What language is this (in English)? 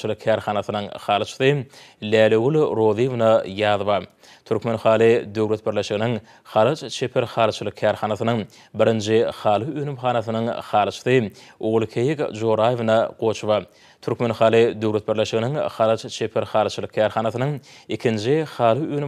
Turkmen